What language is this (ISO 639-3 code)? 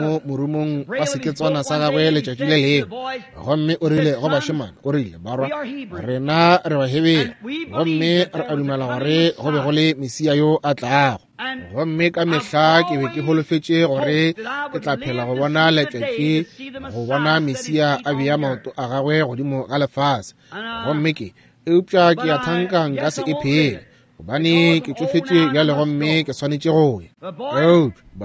nso